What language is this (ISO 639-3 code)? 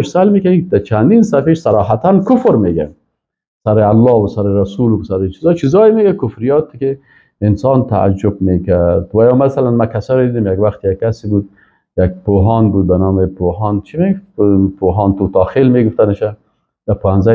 fas